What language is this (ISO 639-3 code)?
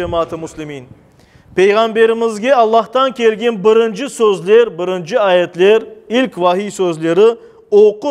crh